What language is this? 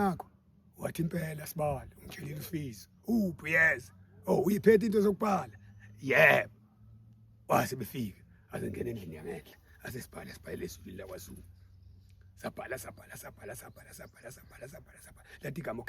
Zulu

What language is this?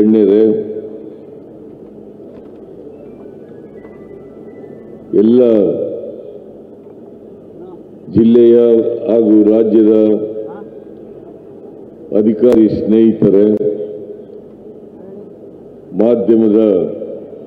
Kannada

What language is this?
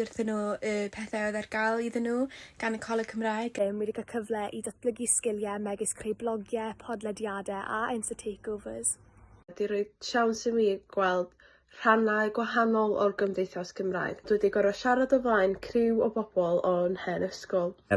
Welsh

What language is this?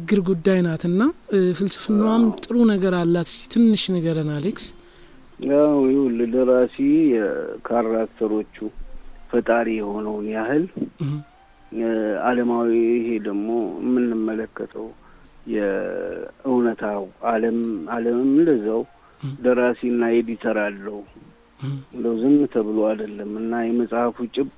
Amharic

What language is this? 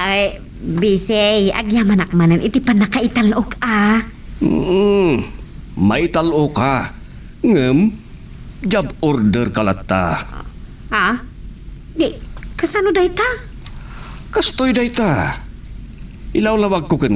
Iloko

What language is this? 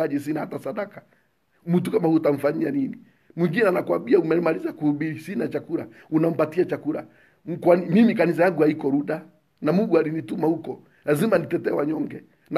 Swahili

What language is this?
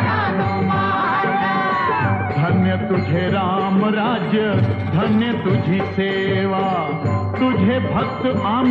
Marathi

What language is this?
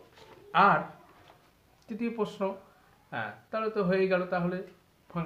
Bangla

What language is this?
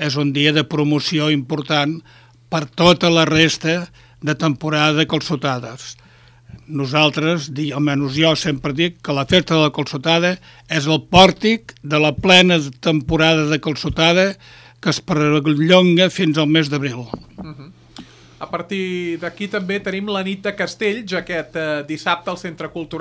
Catalan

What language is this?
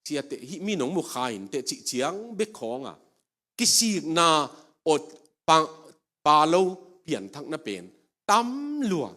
Tedim Chin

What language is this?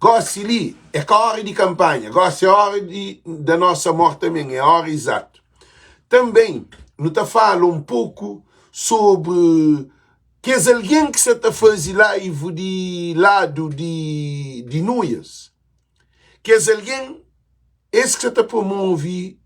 Kabuverdianu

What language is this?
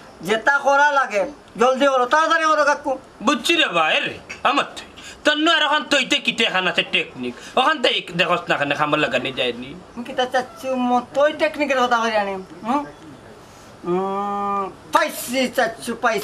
Sylheti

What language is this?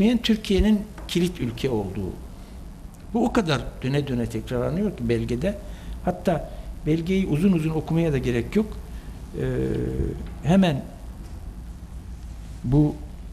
Turkish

